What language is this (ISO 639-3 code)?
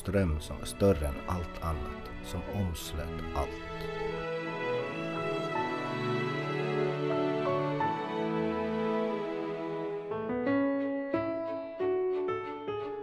swe